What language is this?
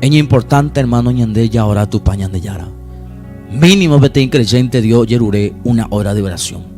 Guarani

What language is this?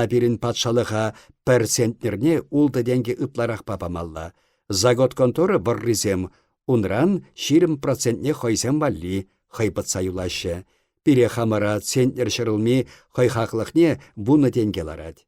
Chuvash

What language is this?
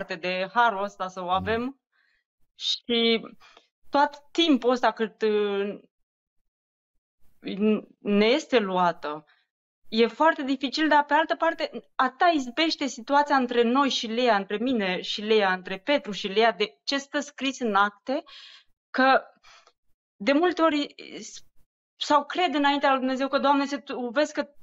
Romanian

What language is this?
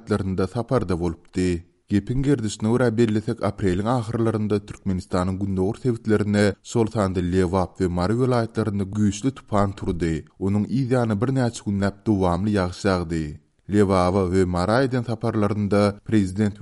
Turkmen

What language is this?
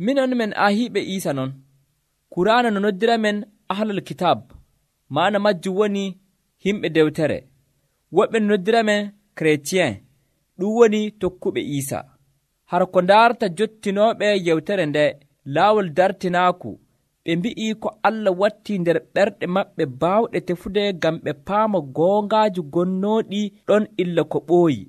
Nigerian Fulfulde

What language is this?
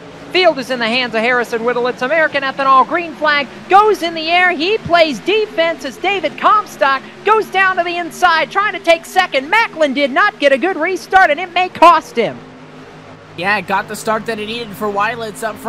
English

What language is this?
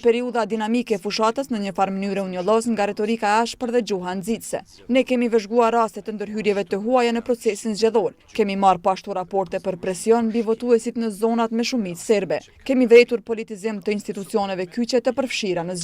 Albanian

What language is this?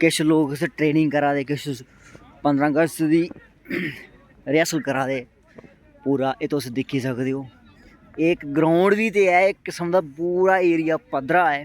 Dogri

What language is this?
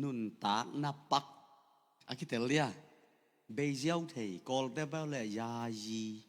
Tedim Chin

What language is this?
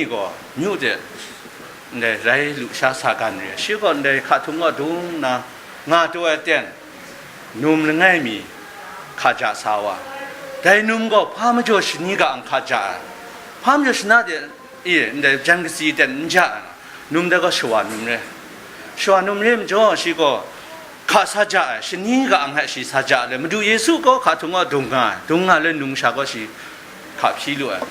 Kachin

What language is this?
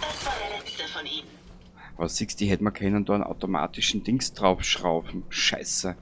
Bavarian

